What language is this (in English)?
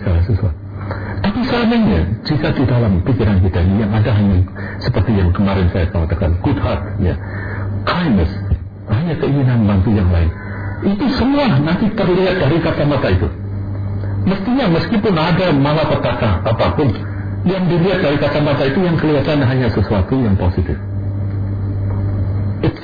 Indonesian